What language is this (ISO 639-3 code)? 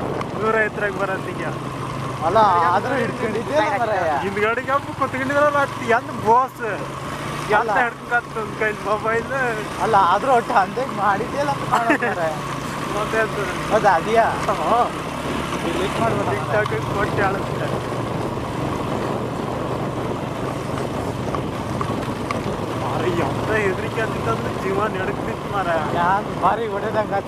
kan